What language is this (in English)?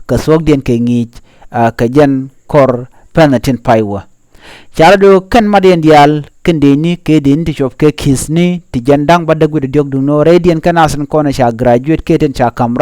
Nuer